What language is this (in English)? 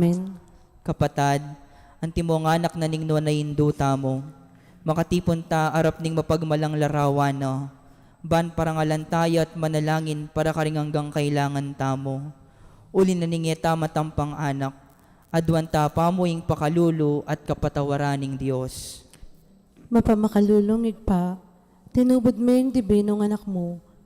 Pampanga